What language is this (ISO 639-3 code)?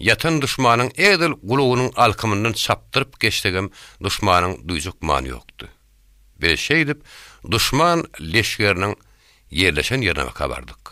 tuk